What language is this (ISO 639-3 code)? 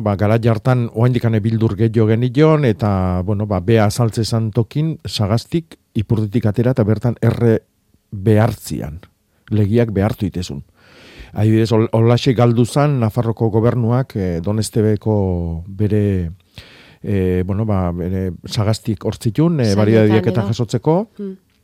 eus